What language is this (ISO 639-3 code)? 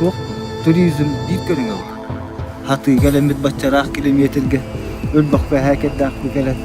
sah